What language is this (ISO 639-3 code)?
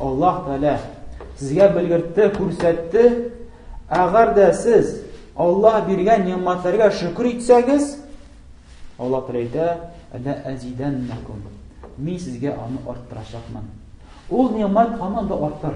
tat